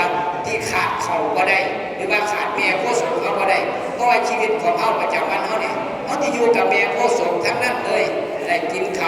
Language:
Northeastern Thai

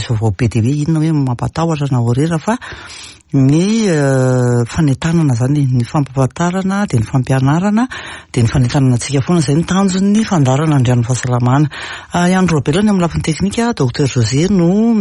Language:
Malagasy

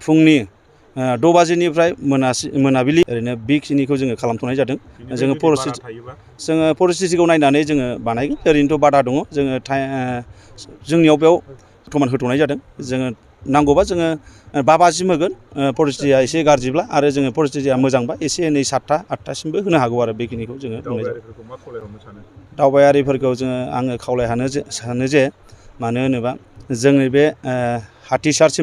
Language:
Bodo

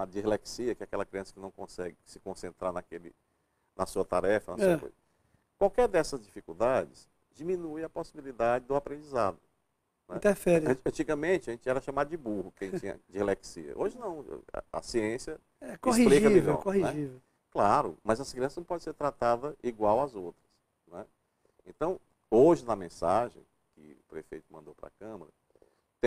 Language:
Portuguese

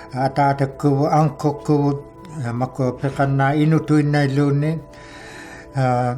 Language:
Inuktitut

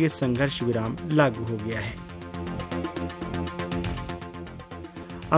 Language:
Hindi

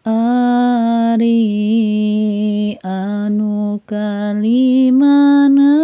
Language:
Sundanese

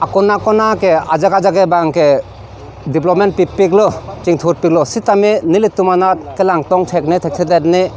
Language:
Karbi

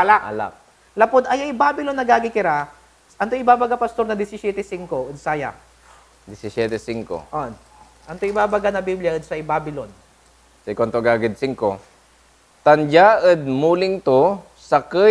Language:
Pangasinan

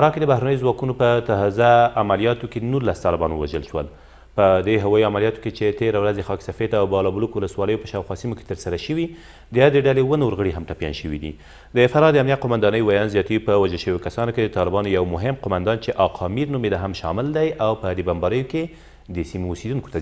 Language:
Pashto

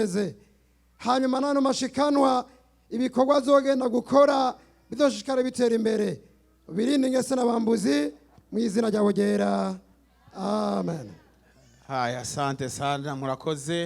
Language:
Rundi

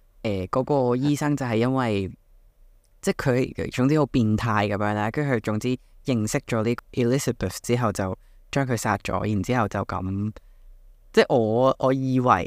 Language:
Cantonese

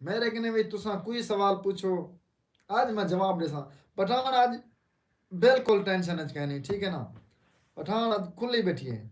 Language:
Saraiki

